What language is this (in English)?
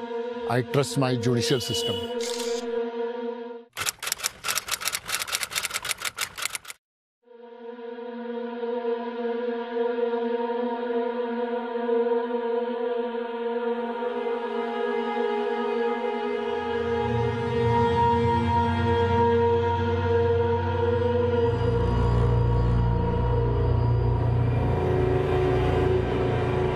Hindi